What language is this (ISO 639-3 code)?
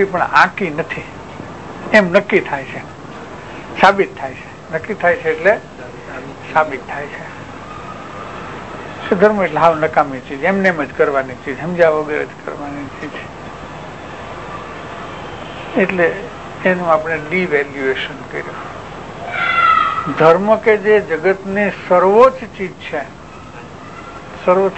guj